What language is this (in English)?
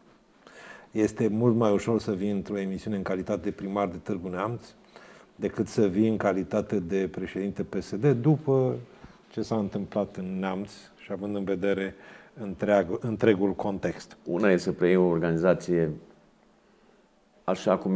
Romanian